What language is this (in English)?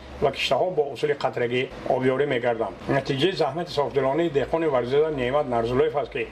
Tajik